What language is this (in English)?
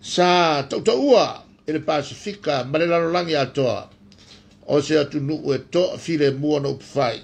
Samoan